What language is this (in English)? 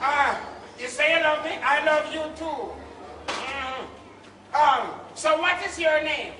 Jamaican Creole English